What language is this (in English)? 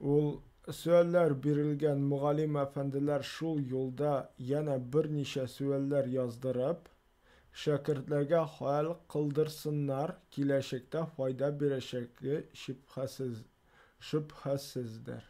Tatar